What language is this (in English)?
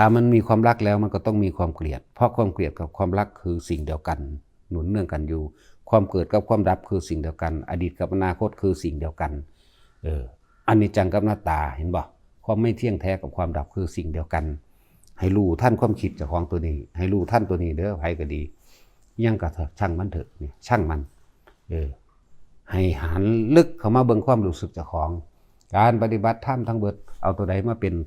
Northeastern Thai